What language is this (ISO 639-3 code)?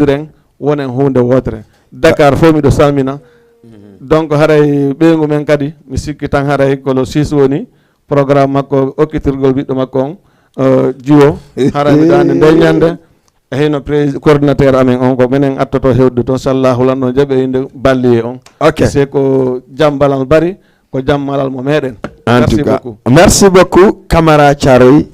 ful